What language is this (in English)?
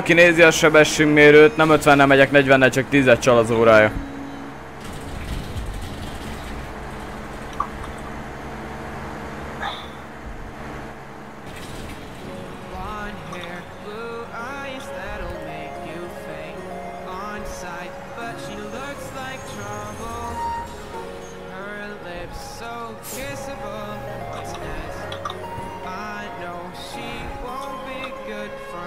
Hungarian